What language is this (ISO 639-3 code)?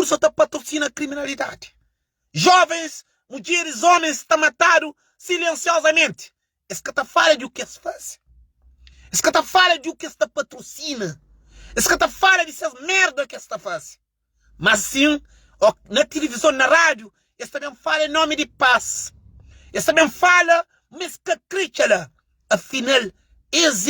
kea